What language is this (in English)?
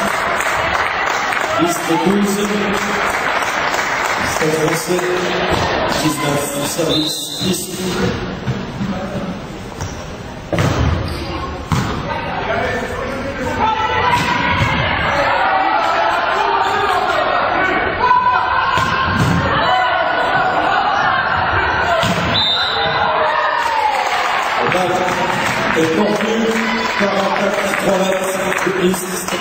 French